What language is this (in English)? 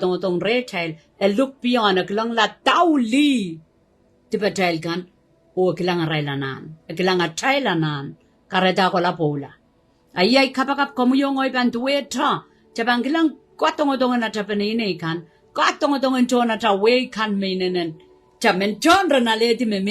Pohnpeian